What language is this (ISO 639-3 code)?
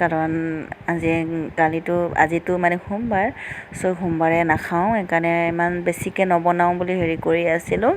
asm